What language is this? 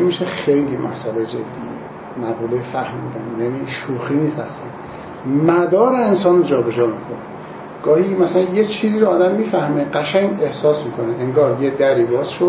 Persian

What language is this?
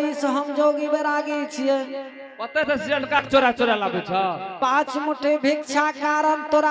Angika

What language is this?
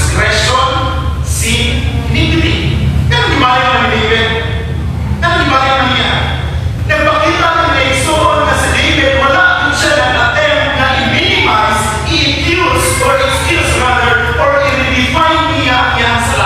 Cebuano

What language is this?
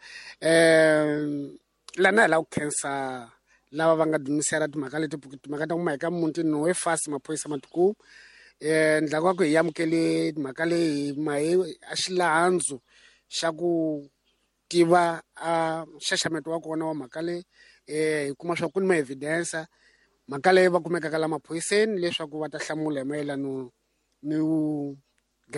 Tsonga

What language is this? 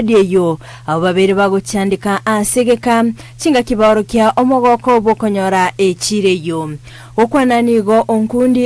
Gusii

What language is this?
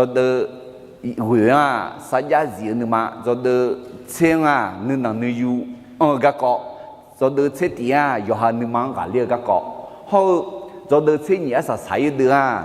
Akha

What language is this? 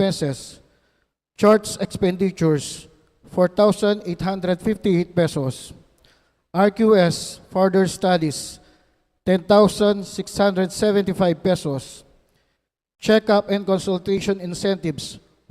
Pampanga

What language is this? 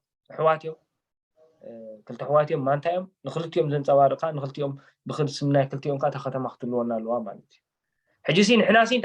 Tigrinya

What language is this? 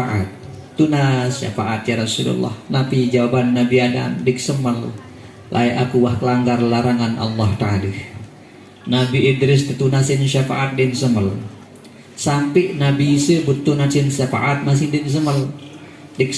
Sasak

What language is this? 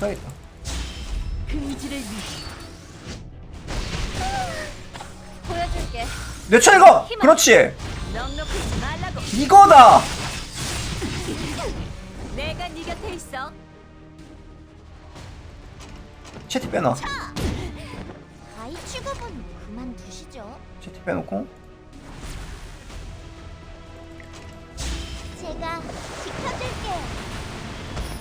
Korean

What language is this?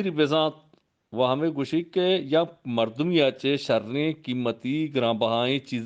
Eastern Balochi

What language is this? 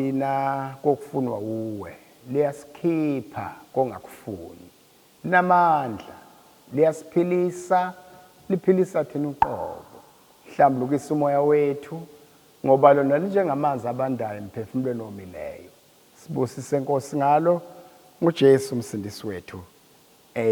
Zulu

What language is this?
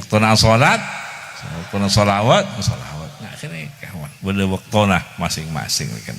Madurese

